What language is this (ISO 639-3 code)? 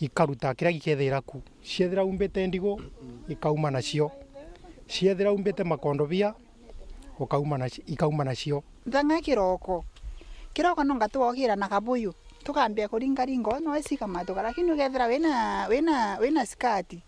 mer